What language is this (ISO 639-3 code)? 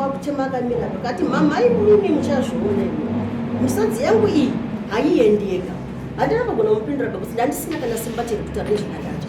sna